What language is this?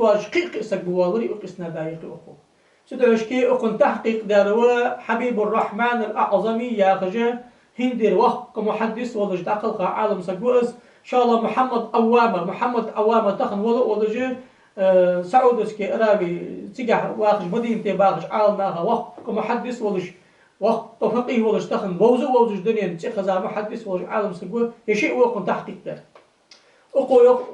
Ingush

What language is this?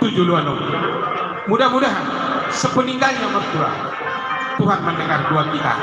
Batak Toba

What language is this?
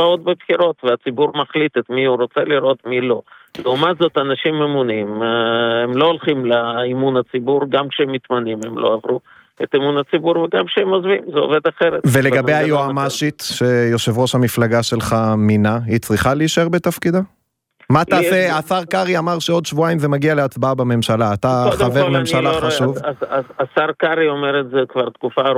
Hebrew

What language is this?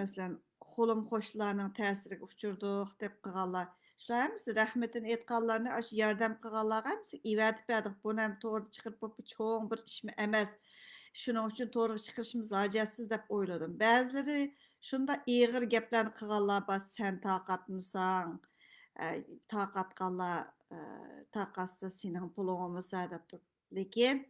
Uyghur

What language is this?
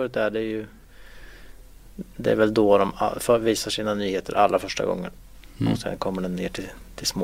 Swedish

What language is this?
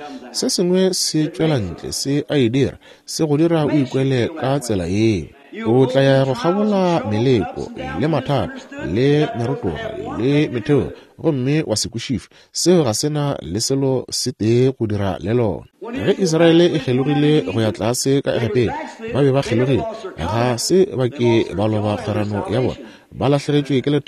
Northern Sotho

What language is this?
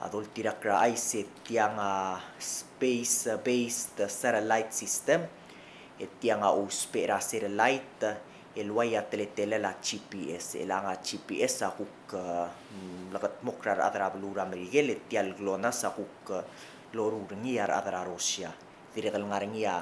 Palauan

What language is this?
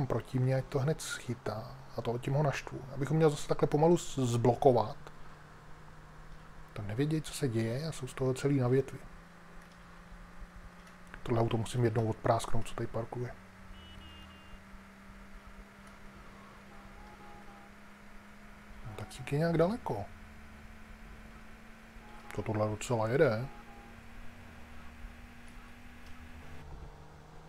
Czech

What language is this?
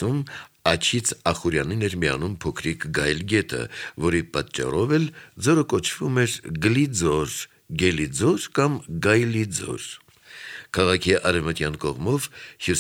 Armenian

